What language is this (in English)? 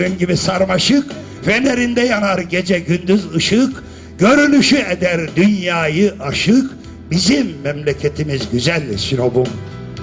Turkish